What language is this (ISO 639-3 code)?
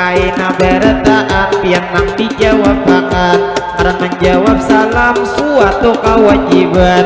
bjn